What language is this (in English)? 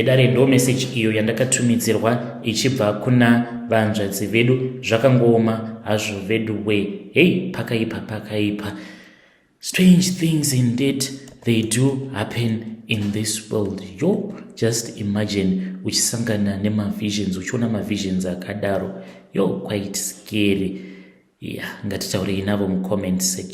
Shona